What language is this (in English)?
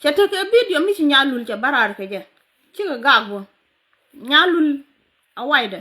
Nuer